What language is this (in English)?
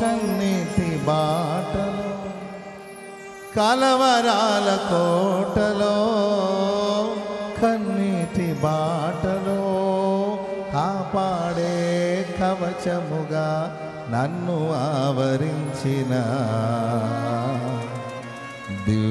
Telugu